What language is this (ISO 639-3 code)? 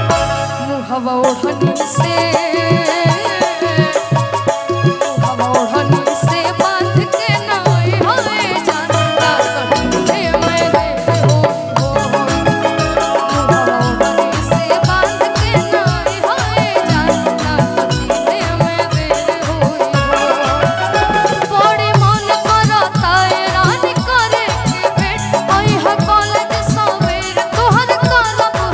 bho